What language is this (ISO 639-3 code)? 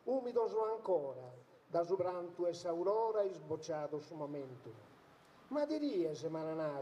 srd